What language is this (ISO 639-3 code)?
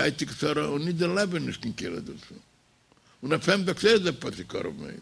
yid